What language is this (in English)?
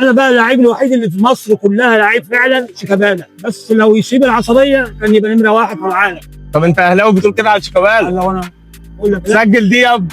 Egyptian Arabic